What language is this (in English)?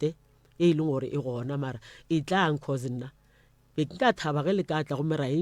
Northern Sotho